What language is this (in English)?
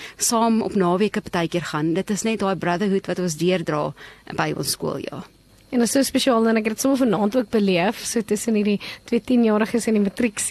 Afrikaans